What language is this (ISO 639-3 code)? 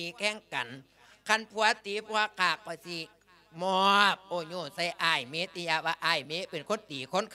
lao